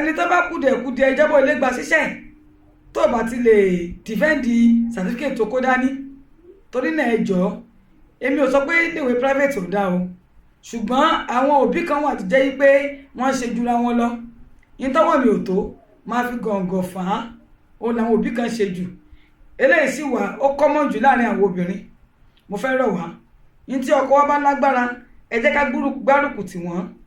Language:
Yoruba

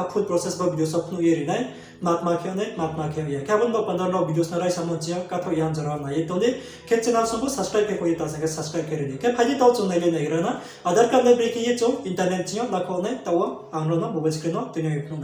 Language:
Riang (India)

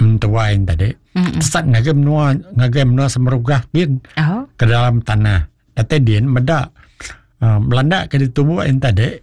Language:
Iban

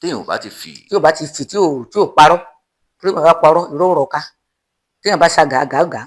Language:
Yoruba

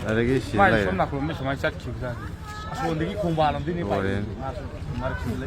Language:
Manipuri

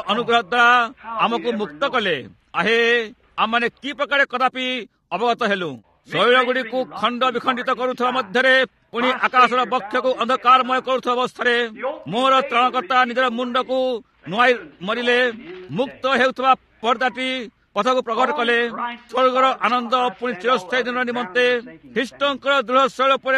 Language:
Odia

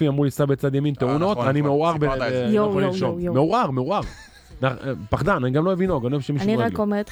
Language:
Hebrew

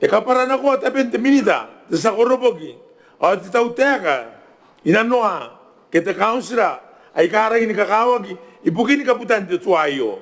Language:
Gilbertese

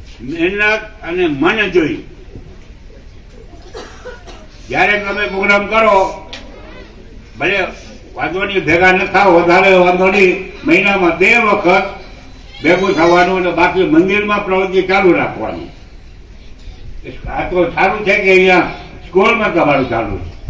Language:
Gujarati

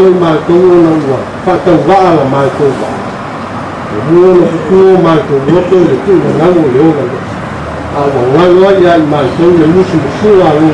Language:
Samoan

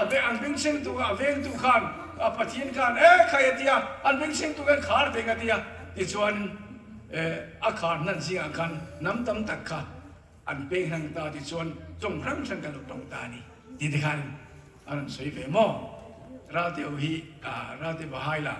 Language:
Mizo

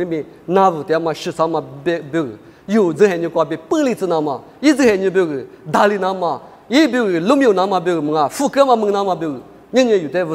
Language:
Lisu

